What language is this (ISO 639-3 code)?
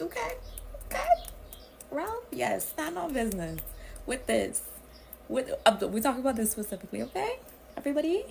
jam